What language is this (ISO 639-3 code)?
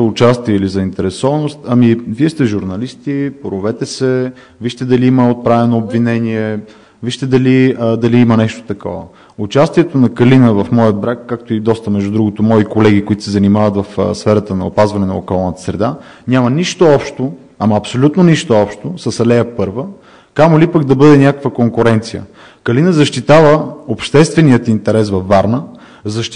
bul